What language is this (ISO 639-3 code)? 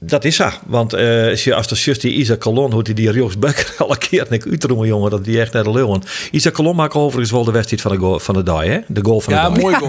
fry